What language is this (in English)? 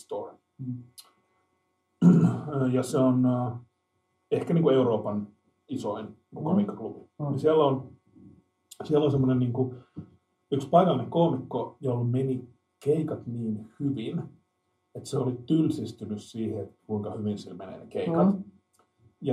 Finnish